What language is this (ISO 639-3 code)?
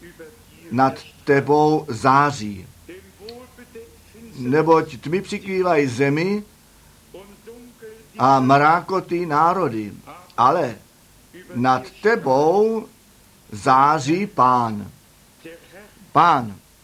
ces